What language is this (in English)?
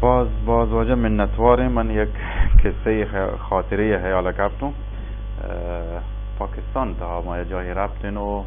Baluchi